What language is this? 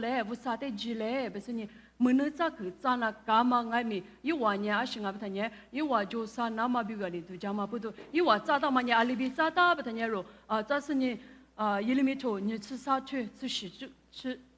Lisu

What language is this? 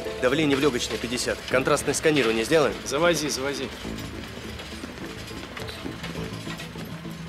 Russian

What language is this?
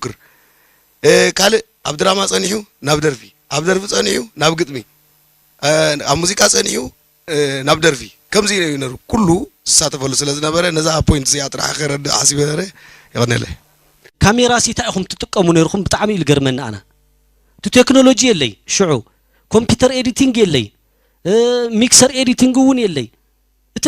Tigrinya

